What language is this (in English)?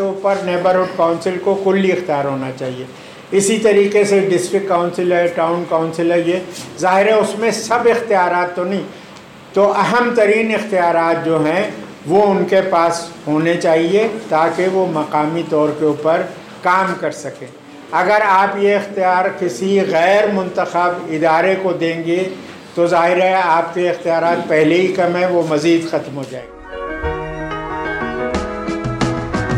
Urdu